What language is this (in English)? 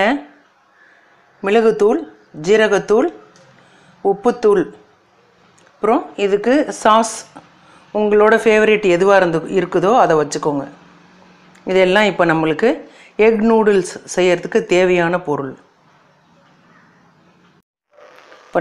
Tamil